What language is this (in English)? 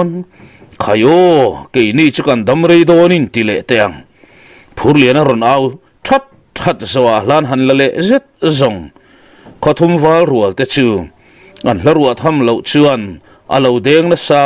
Mizo